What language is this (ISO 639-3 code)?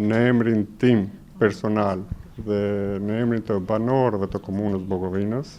sqi